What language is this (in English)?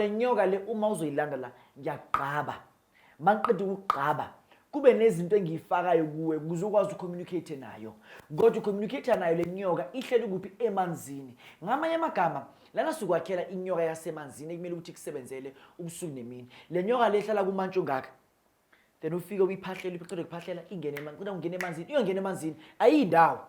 Zulu